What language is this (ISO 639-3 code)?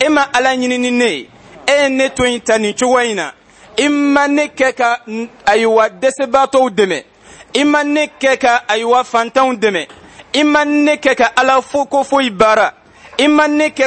bam